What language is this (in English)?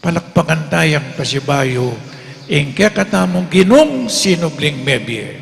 Pampanga